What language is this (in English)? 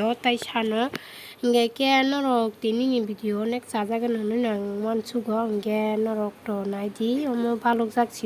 Kok Borok